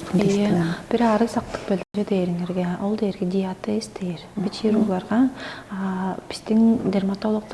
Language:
Tuvinian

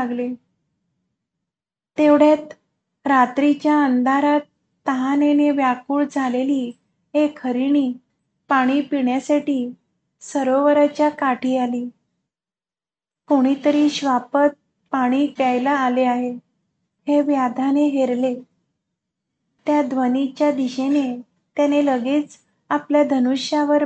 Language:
Marathi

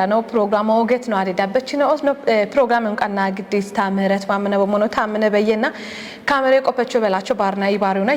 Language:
Kafa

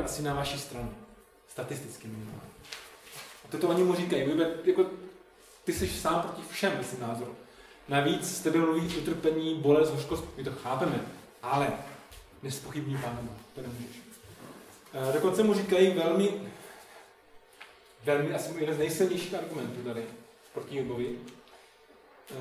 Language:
Czech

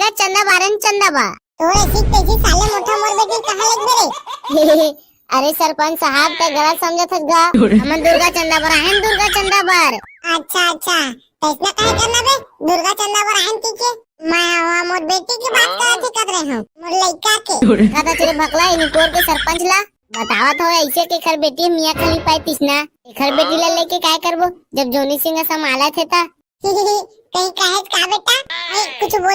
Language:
Chhattisgarhi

